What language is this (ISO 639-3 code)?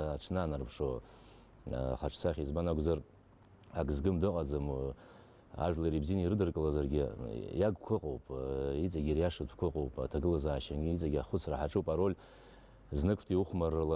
abk